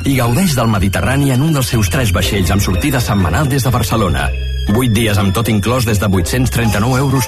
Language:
Catalan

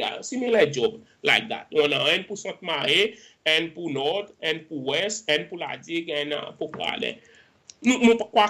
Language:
Seselwa Creole French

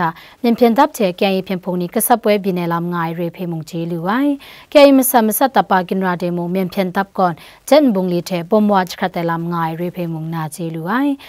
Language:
Kachin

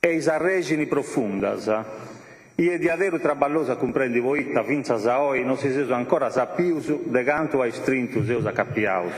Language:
Sardinian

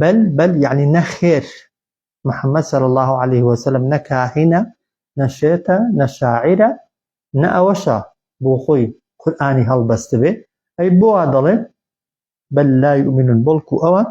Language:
Central Kurdish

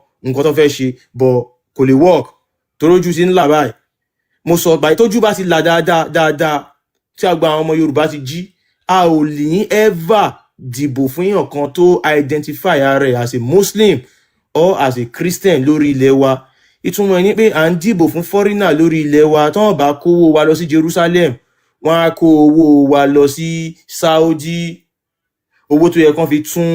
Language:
Yoruba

